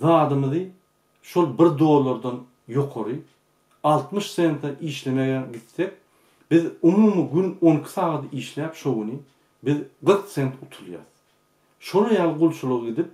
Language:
Turkmen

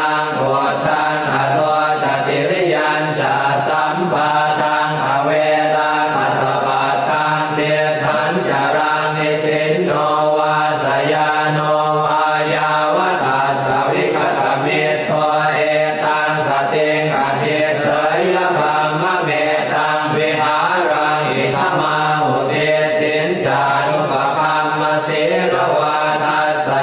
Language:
Pali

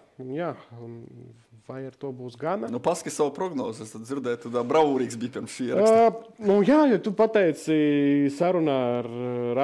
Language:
Latvian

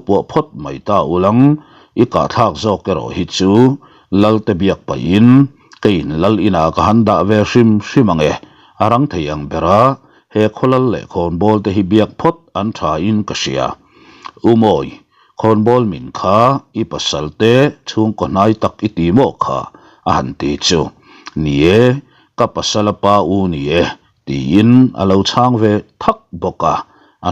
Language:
Mizo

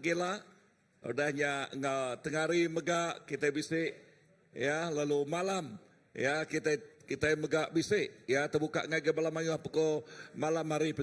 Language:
Iban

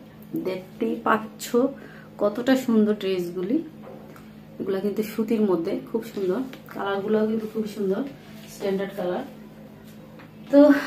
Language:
Bangla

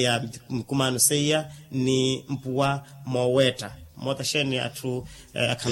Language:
Makhuwa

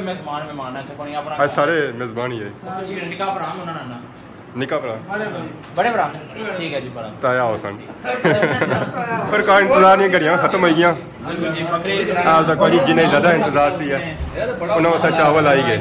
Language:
Pahari-Potwari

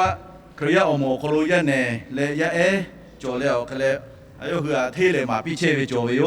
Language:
Lahu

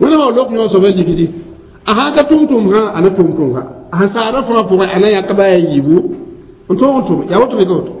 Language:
Mossi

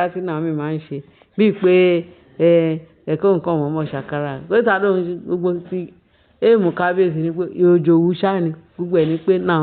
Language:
Yoruba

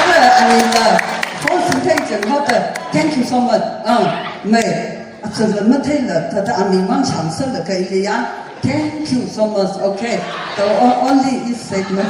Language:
Tangkhul Naga (India)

